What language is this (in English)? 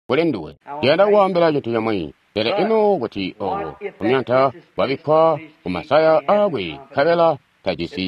Tonga (Zambia)